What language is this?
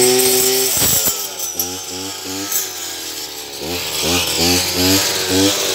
Odia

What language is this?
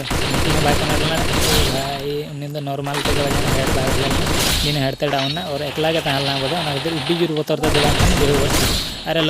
Santali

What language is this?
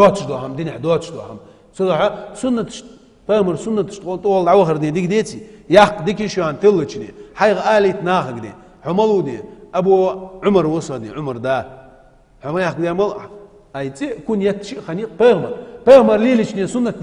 Ingush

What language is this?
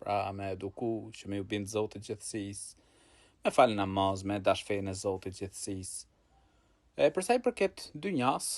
Albanian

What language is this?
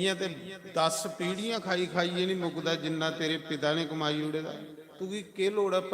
Dogri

